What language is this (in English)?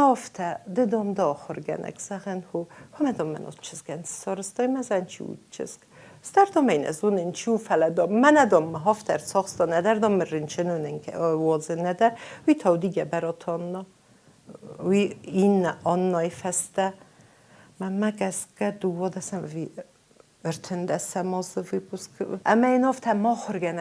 Ossetic